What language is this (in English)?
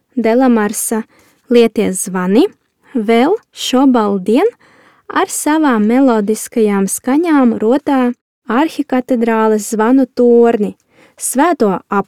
Latvian